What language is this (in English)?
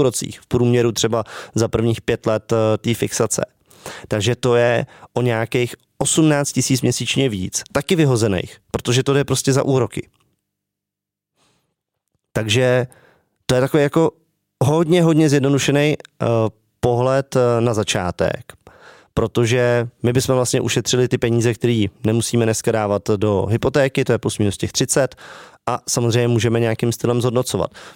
Czech